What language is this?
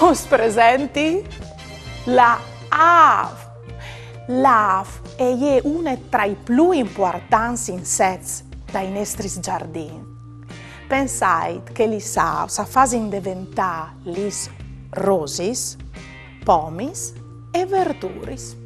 Friulian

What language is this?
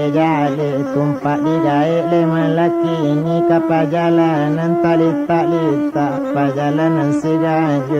Minangkabau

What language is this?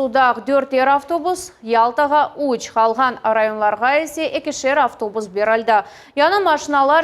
Crimean Tatar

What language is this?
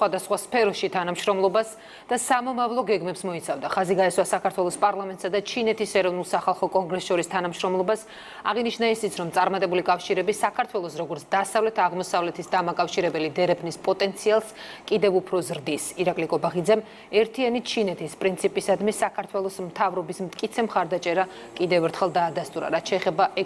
Georgian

